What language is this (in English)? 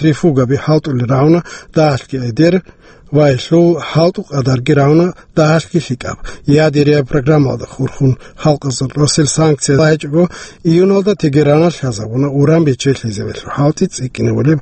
Avaric